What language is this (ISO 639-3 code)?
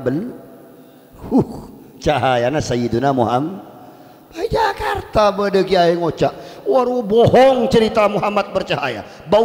mad